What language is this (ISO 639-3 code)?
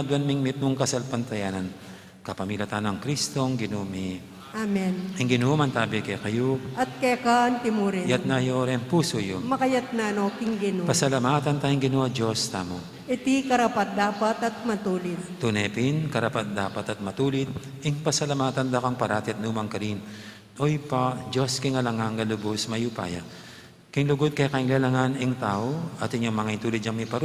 pam